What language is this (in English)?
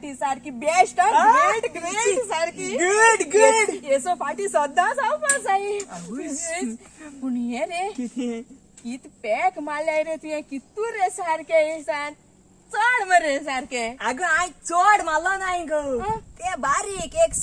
Konkani